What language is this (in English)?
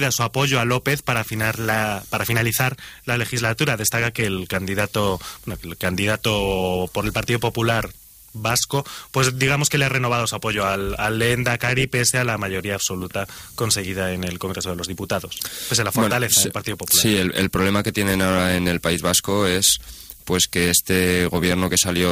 Spanish